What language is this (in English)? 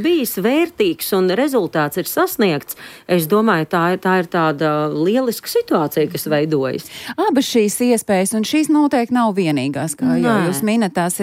Latvian